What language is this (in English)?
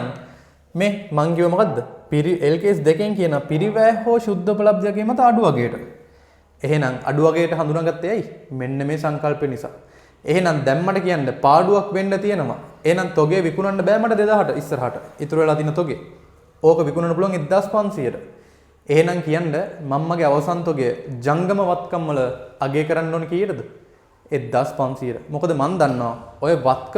Sinhala